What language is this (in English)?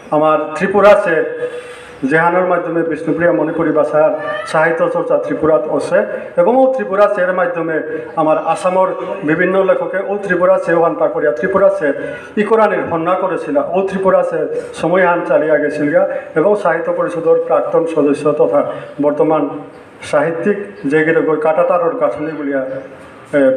Bishnupriya